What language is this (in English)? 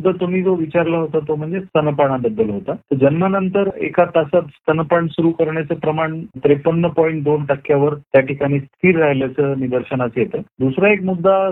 Marathi